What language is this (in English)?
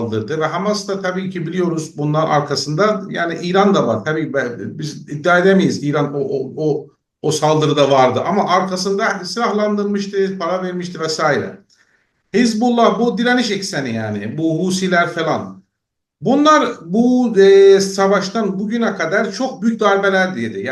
South Azerbaijani